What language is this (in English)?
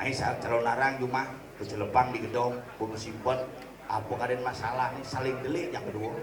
Balinese